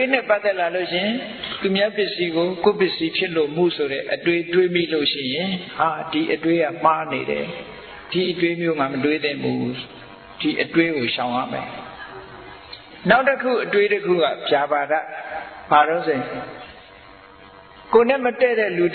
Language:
Burmese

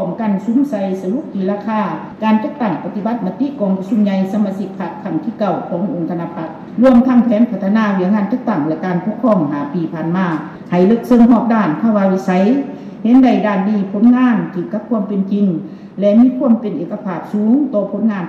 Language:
Lao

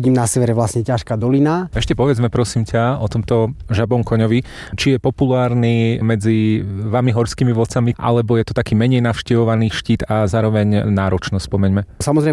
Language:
Slovak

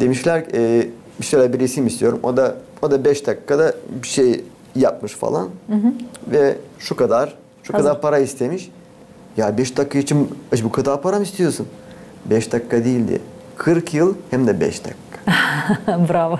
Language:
Gagauz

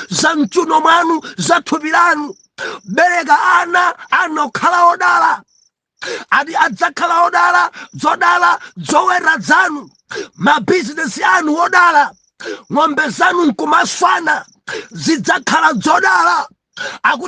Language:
Nyanja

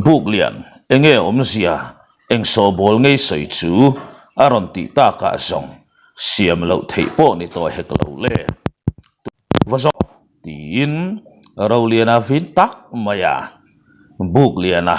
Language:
Mizo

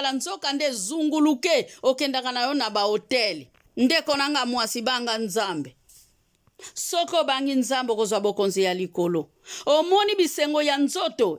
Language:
Lingala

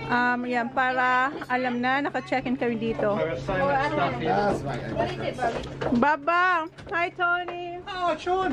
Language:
Filipino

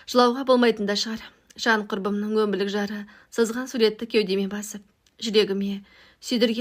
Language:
Kazakh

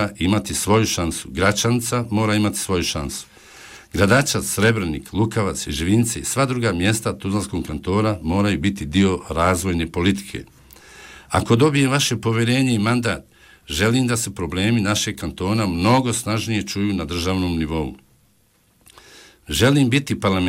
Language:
Bosnian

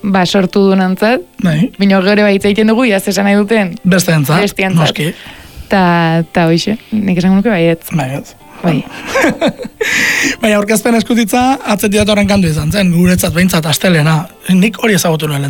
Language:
Basque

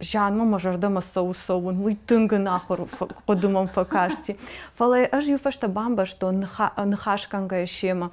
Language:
Ossetic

